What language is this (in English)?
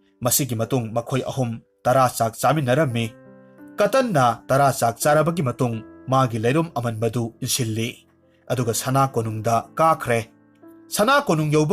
Manipuri